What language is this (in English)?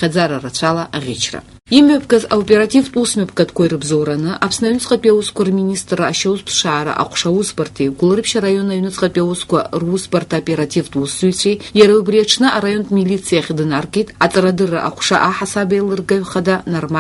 Abkhazian